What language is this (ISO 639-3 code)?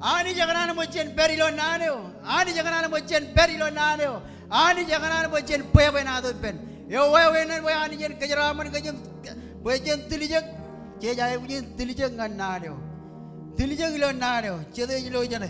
mah